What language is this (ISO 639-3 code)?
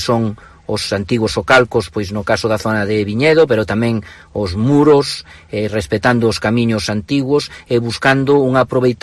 glg